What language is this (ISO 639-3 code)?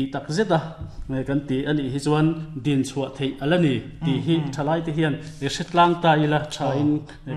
lus